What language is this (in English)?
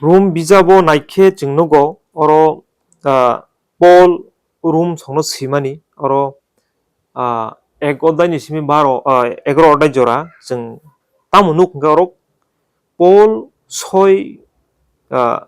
Kok Borok